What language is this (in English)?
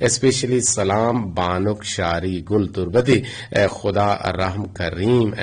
Eastern Balochi